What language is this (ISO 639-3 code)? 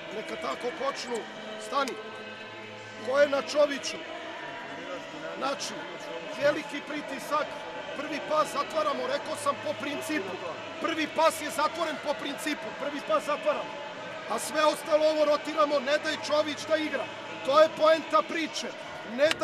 srp